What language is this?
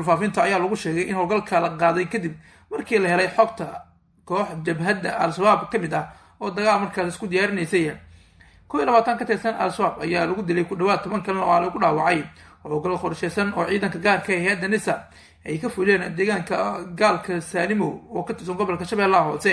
Somali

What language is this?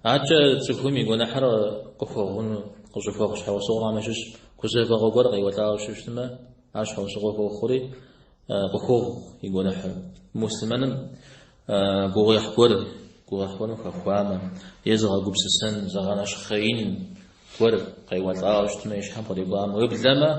Kabardian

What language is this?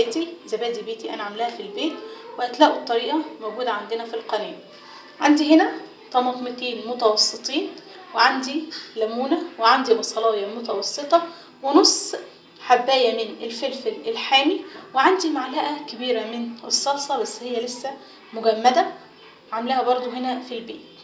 Egyptian Arabic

